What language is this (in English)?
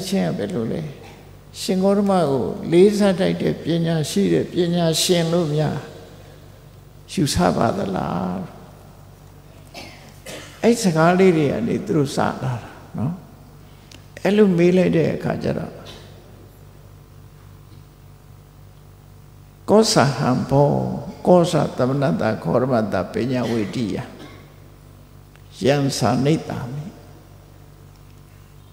Burmese